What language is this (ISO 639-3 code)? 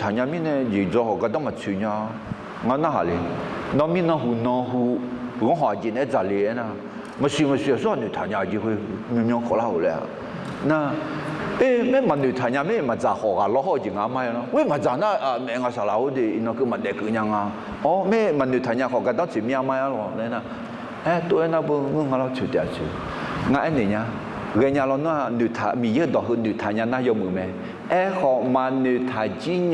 ahk